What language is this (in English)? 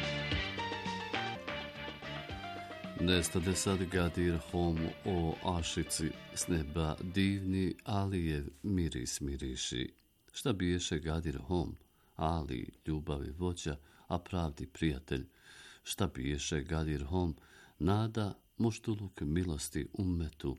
Bosnian